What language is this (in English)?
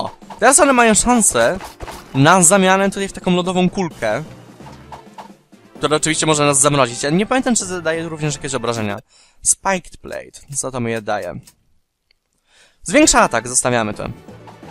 Polish